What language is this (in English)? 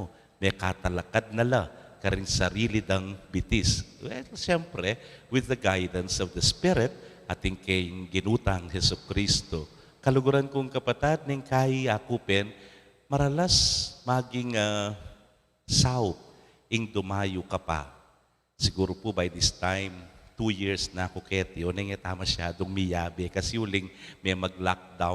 Pampanga